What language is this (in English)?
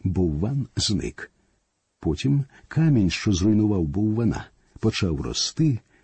Ukrainian